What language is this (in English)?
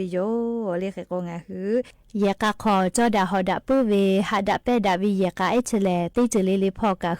Lahu